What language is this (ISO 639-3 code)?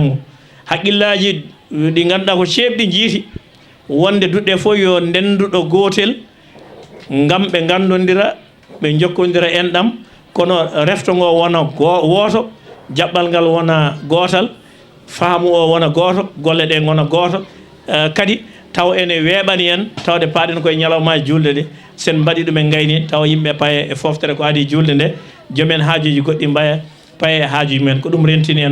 ful